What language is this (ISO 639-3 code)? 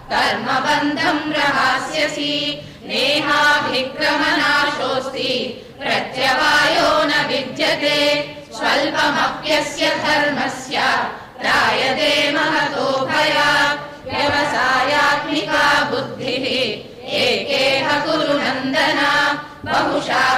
san